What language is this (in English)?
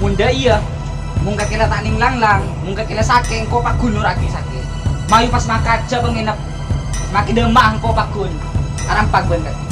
Madurese